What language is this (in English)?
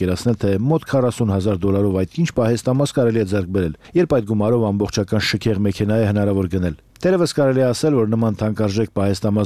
Armenian